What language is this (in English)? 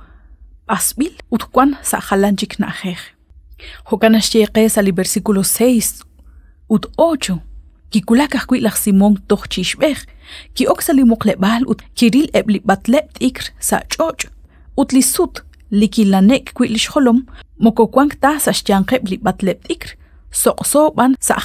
Kekchí